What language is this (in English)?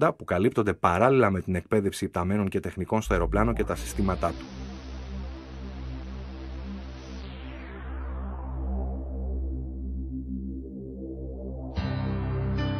Greek